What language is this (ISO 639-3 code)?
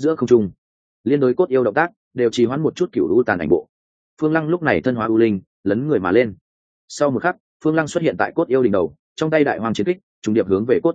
vie